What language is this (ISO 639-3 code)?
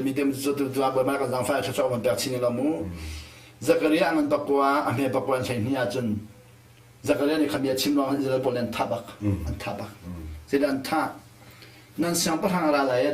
cnh